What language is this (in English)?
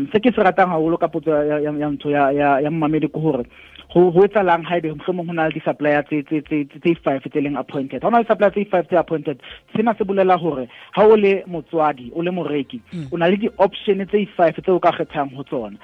Southern Sotho